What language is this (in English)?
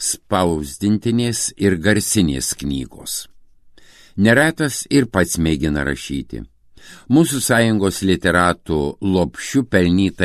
Lithuanian